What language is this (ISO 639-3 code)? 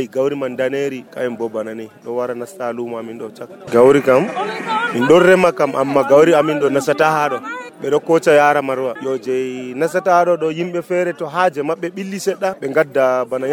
fuv